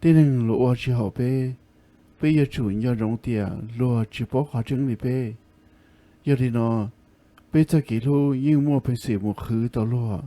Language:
Hmong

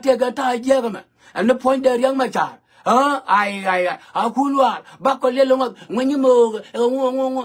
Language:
Nuer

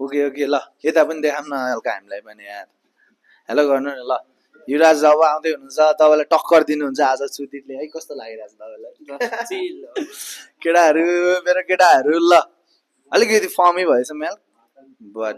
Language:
Nepali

